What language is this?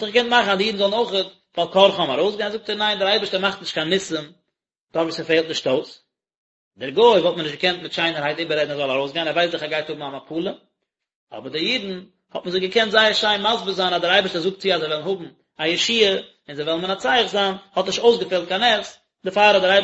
Yiddish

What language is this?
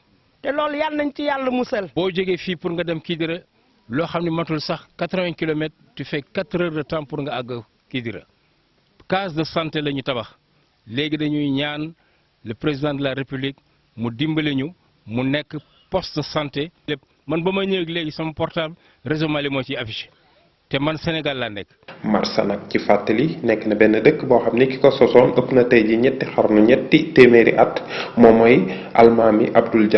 Wolof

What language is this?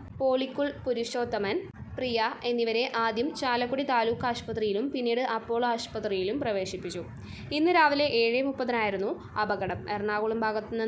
Malayalam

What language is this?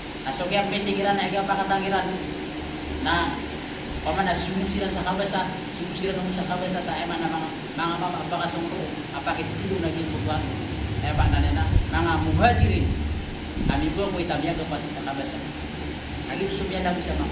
Maranao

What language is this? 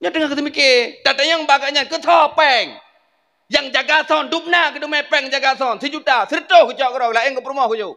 Achinese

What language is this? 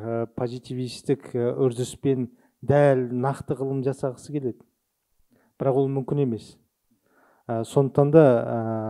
Kazakh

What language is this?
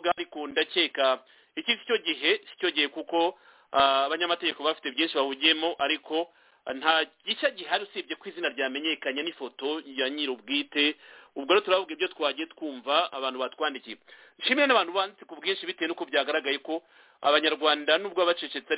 Kinyarwanda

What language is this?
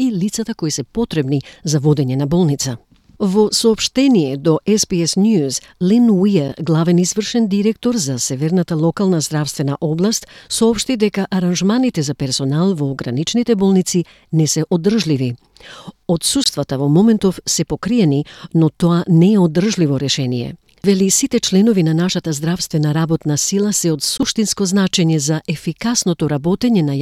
Macedonian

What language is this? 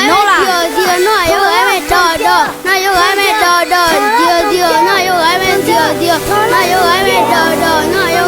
Akha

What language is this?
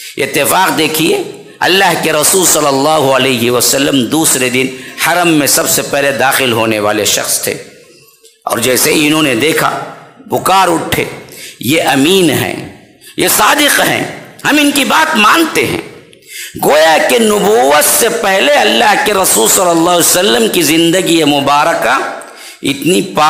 Urdu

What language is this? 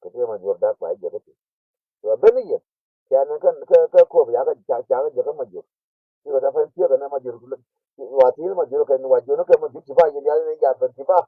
Nuer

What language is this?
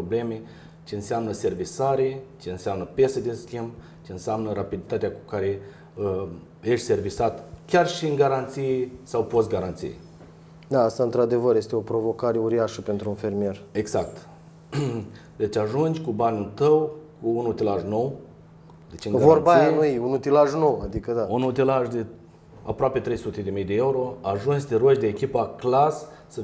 Romanian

